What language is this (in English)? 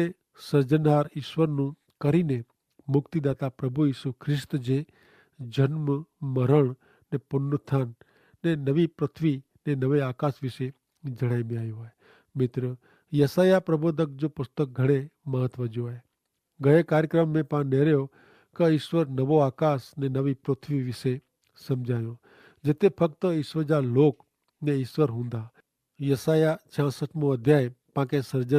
Kachhi